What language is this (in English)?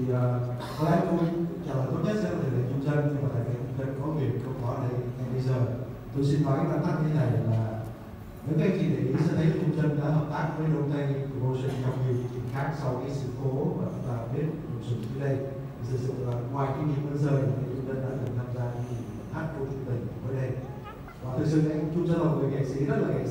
Vietnamese